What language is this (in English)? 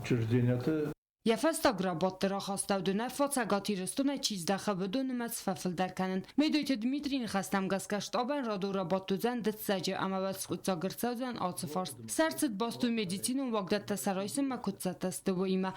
Ossetic